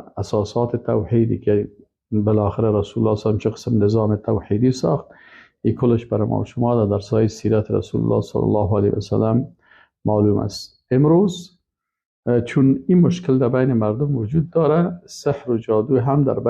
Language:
Persian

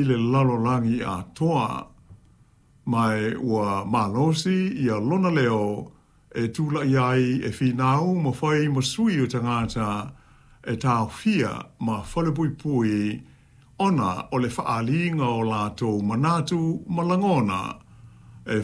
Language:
Samoan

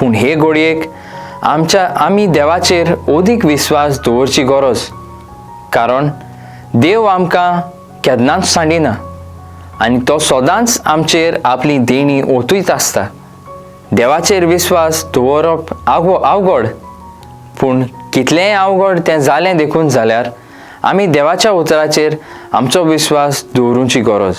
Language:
Konkani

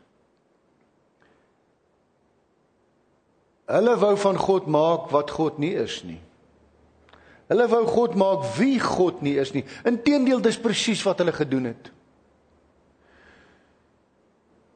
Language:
Afrikaans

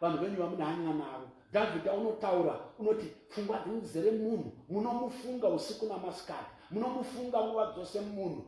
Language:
Shona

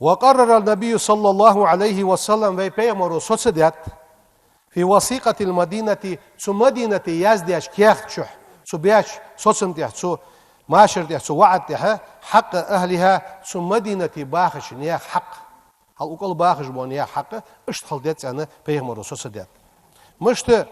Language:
Ingush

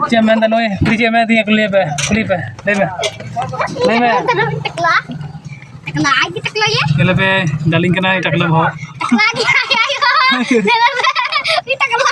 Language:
Santali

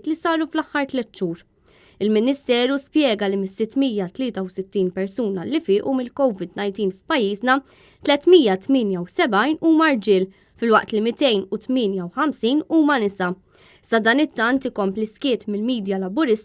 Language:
Maltese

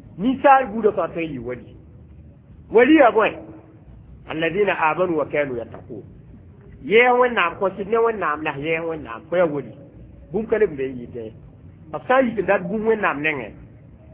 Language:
Mossi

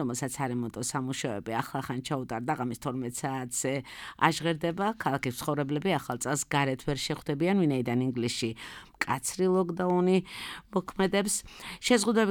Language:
Georgian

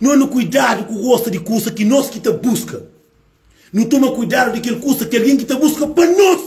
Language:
Kabuverdianu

